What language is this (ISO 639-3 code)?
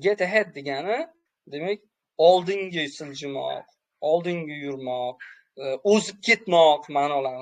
uzb